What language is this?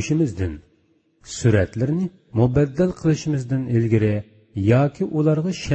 Uyghur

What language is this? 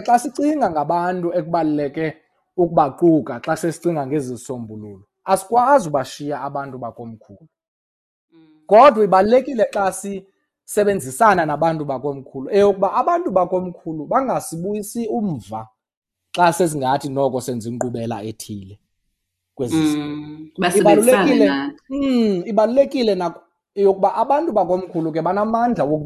Xhosa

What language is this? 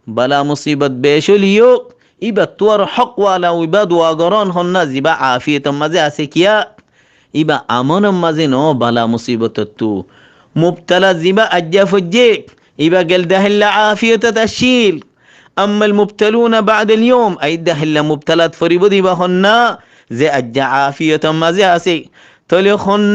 Rohingya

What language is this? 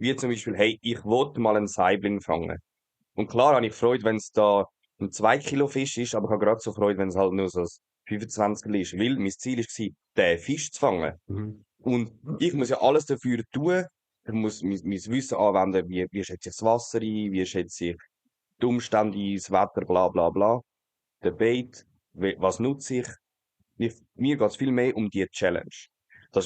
Swiss German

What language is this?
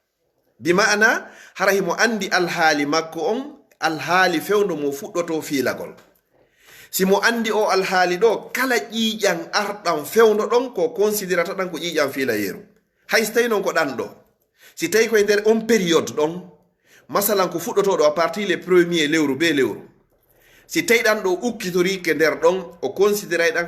Fula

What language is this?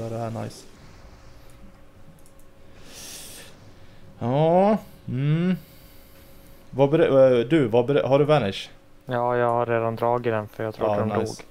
Swedish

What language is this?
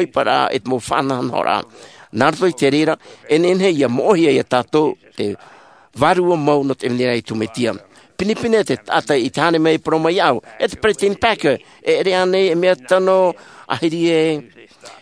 Tahitian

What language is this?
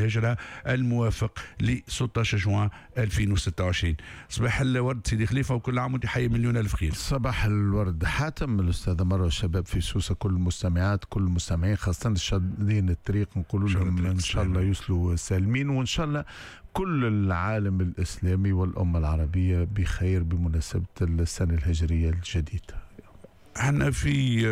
Tunisian Arabic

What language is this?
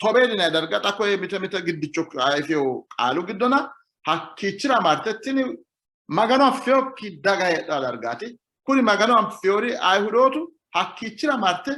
Sidamo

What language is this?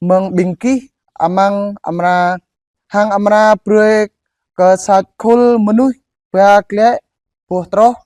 Jarai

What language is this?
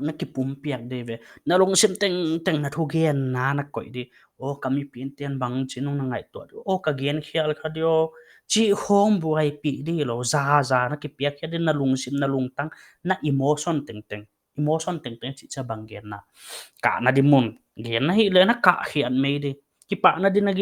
Paite Chin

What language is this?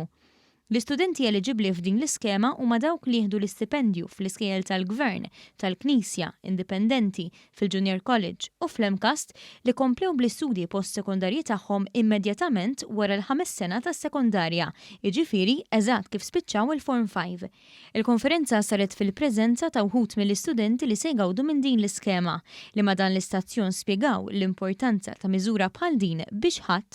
Maltese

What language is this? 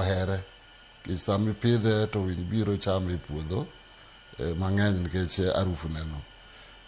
Luo (Kenya and Tanzania)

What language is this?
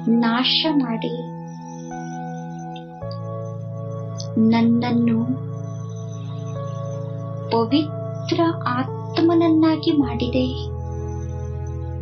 Kannada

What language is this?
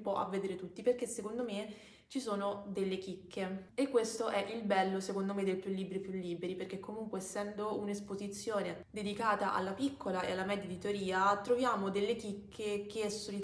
Italian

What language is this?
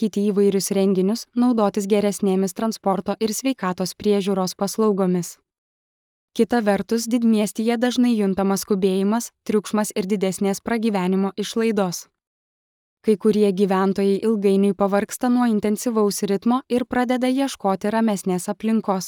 Lithuanian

